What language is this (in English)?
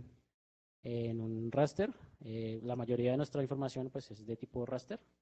Spanish